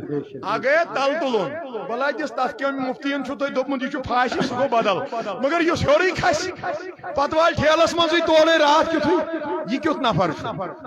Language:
Kashmiri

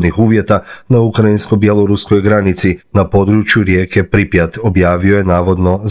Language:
Croatian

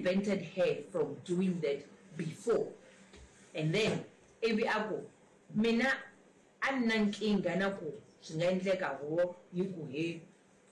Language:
Tsonga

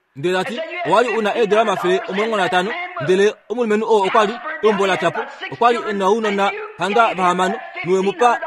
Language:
Kuanyama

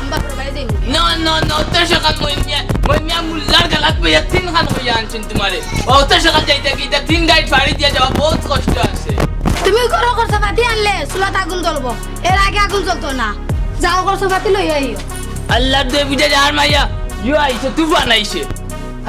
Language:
Sylheti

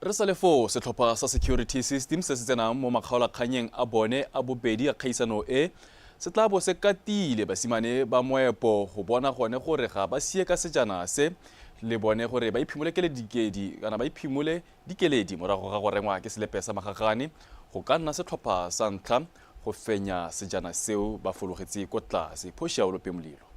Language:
Tswana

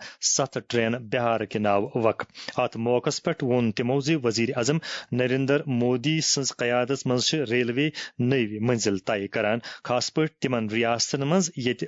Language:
Kashmiri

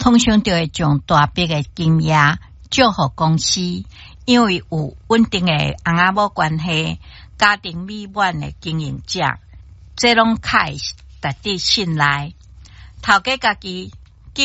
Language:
Min Nan Chinese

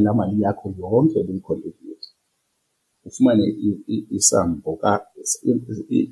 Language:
Xhosa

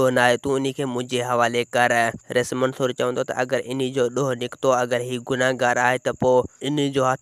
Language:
Sindhi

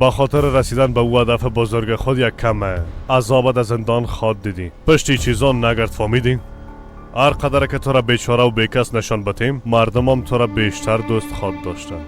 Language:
Persian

